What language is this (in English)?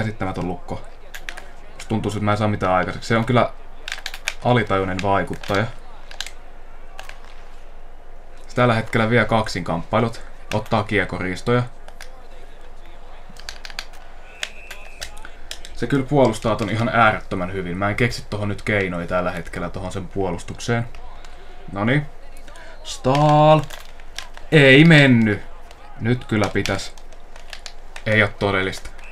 Finnish